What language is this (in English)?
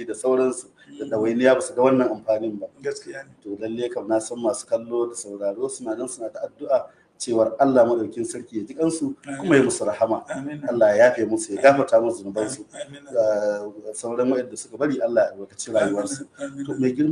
Hausa